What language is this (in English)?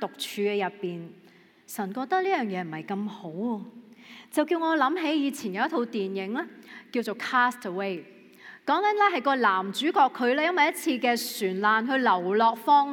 Cantonese